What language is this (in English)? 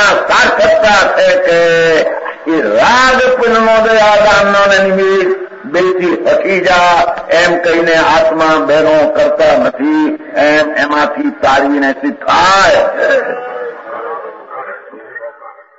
Gujarati